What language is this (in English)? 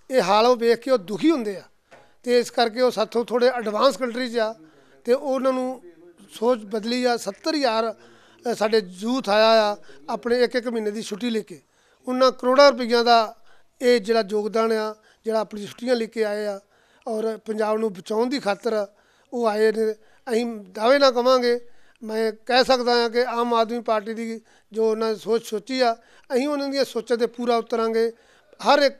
Punjabi